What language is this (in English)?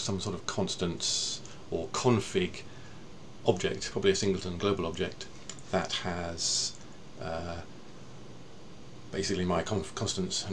English